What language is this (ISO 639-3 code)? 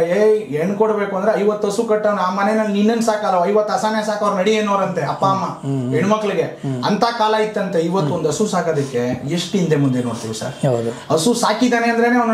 kan